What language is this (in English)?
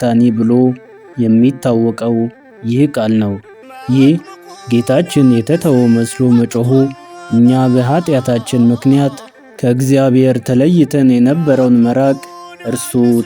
Amharic